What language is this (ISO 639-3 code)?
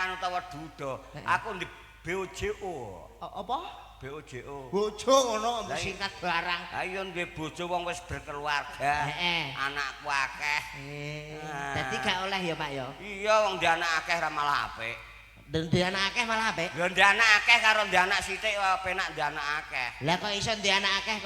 jav